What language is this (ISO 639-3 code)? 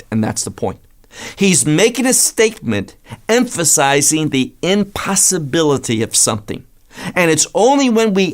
eng